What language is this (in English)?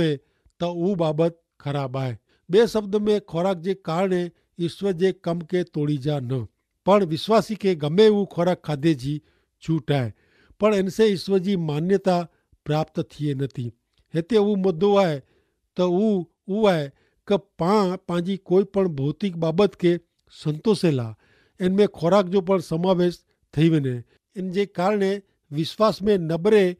Kachhi